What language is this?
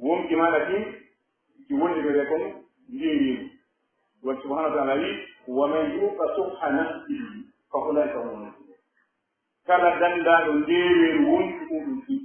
Pular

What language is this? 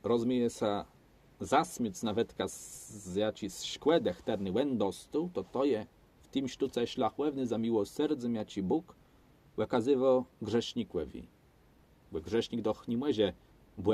Kashubian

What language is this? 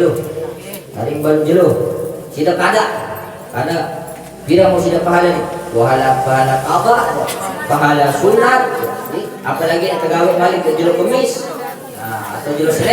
Sasak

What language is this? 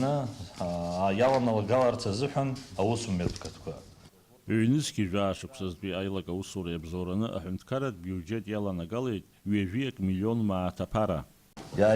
Abkhazian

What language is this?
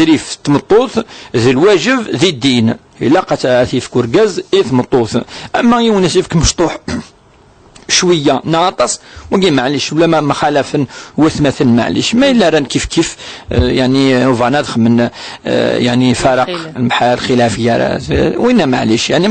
Kabyle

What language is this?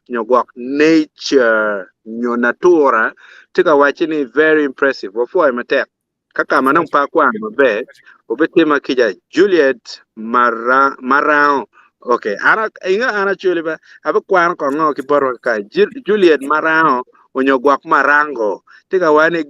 Acoli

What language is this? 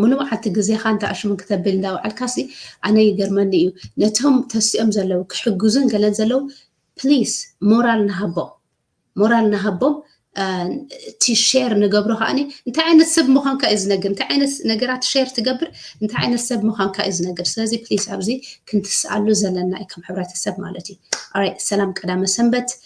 Tigrinya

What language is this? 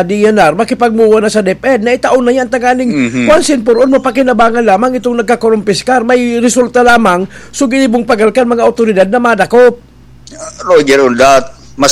Bikol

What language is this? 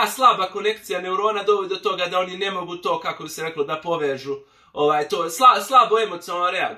Bosnian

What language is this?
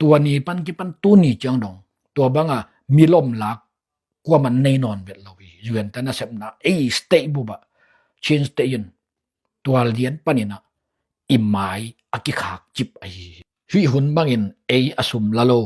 Tedim Chin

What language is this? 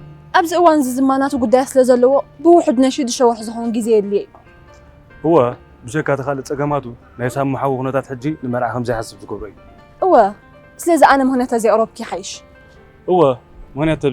Tigrinya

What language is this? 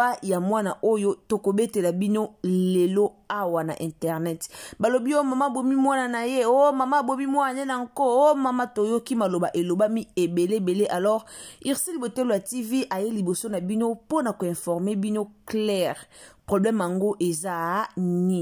Lingala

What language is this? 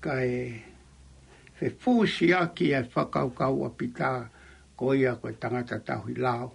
Tongan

